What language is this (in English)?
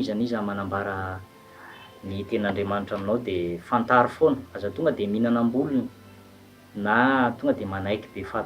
Malagasy